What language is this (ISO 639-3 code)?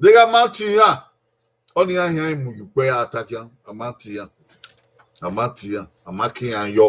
bin